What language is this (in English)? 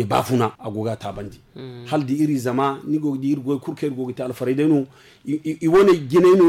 Zarma